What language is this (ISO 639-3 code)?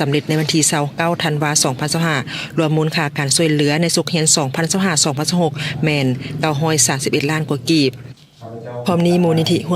lao